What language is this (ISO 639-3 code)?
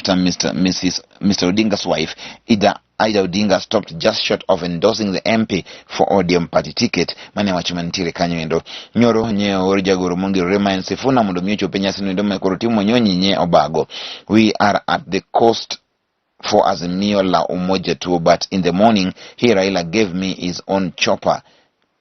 luo